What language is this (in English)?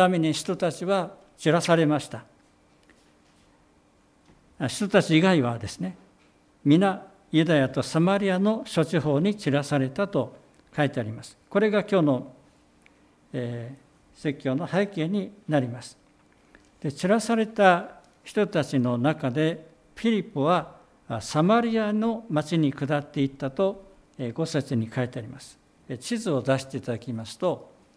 Japanese